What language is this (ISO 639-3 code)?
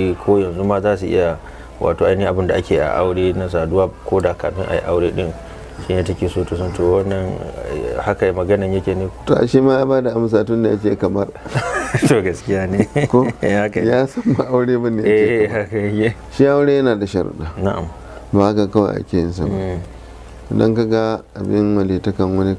hau